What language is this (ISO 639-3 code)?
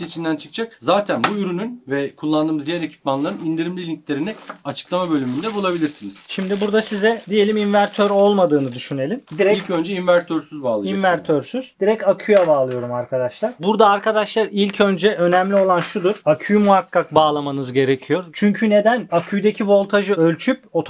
tur